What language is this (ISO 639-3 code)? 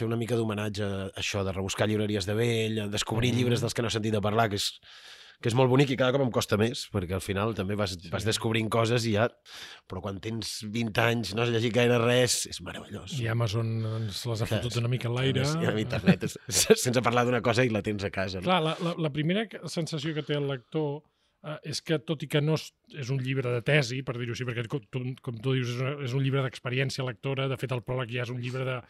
cat